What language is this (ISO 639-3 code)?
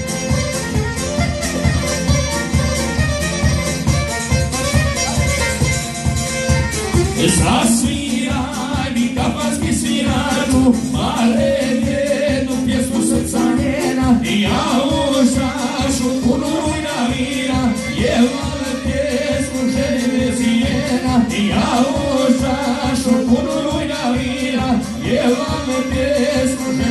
hrv